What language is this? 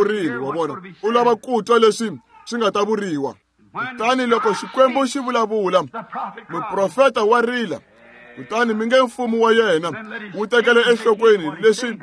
Tsonga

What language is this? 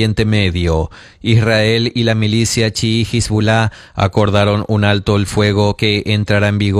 Spanish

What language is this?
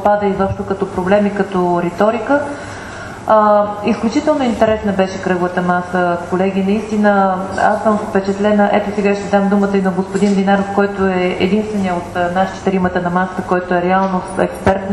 Bulgarian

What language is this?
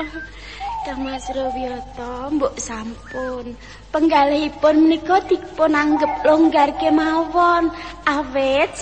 Javanese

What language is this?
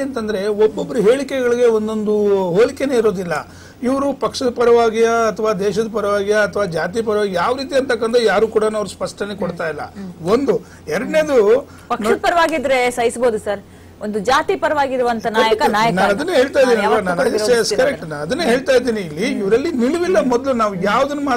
Kannada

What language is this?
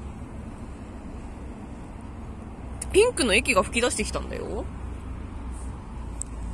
Japanese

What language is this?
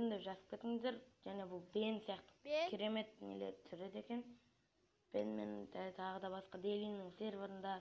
Kazakh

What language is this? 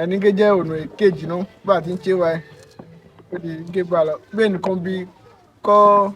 Yoruba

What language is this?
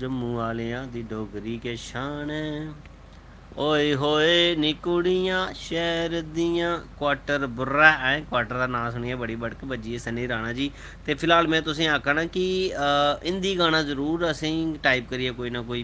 Dogri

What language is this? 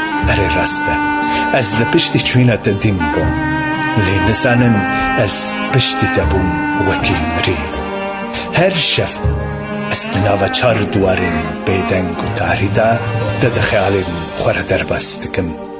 Kurdish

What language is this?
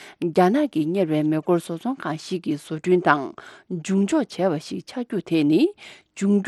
Tibetan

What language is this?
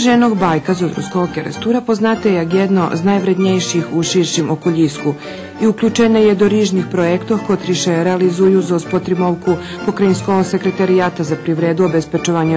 Rusyn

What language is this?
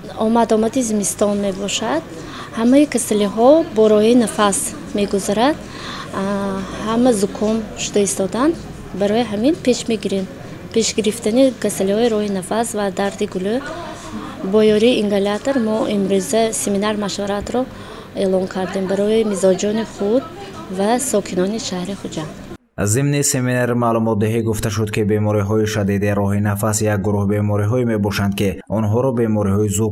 Tajik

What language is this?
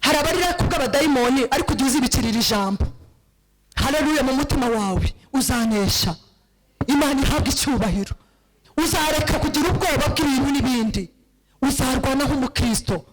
Kinyarwanda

